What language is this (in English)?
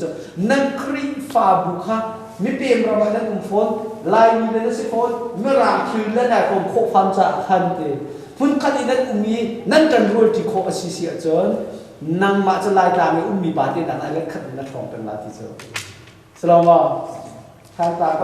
Hakha Chin